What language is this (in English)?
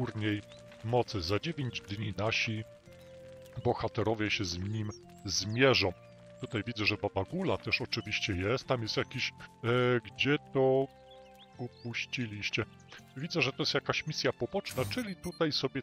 Polish